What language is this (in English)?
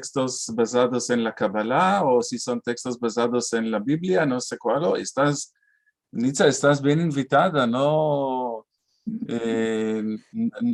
Ladino